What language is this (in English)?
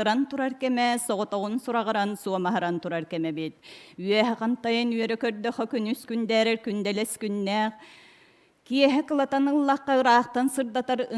Yakut